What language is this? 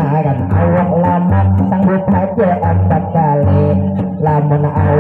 Banjar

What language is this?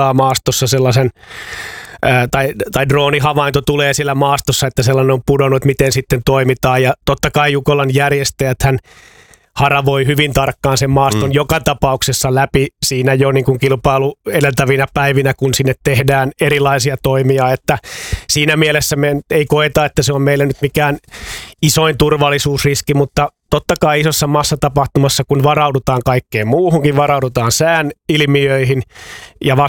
Finnish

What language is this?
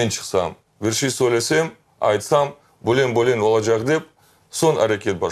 Crimean Tatar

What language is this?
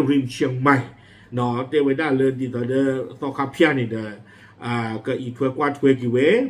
S'gaw Karen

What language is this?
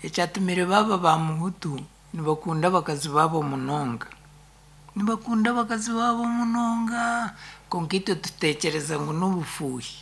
Nyankole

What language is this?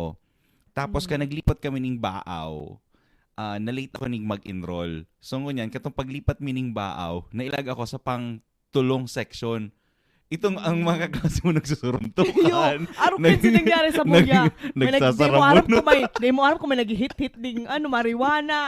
Bikol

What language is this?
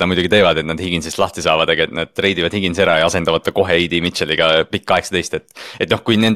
Estonian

